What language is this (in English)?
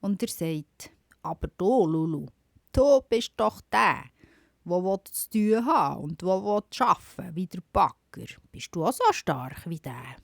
Swiss German